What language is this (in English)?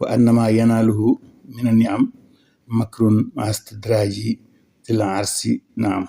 Wolof